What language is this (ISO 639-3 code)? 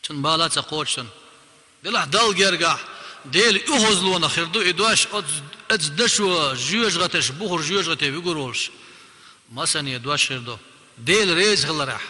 che